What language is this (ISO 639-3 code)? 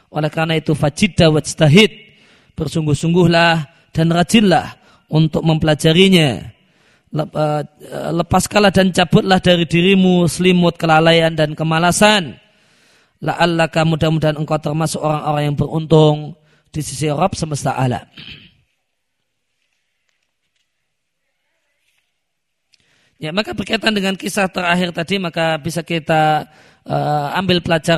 ind